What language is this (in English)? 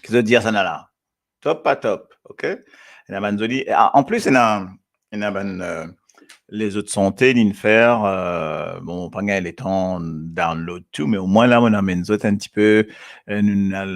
Morisyen